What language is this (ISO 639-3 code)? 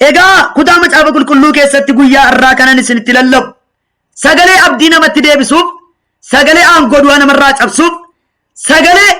orm